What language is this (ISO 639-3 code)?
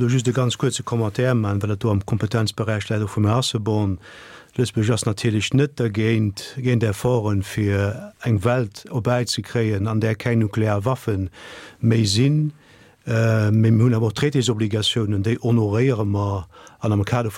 ltz